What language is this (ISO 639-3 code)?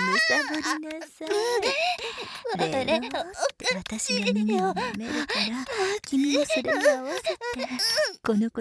jpn